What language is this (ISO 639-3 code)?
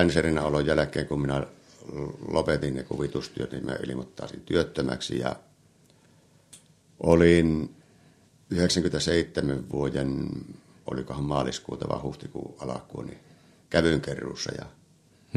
fin